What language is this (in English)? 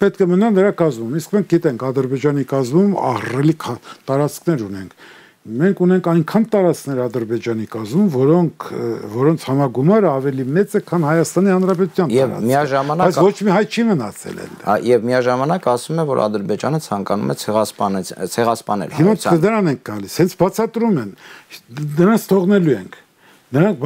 Armenian